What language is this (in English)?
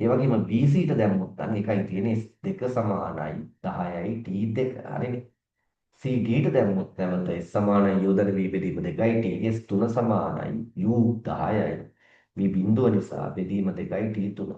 Sinhala